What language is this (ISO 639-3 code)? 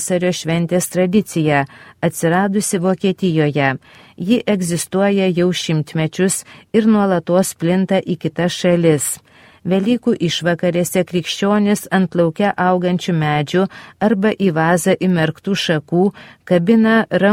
lit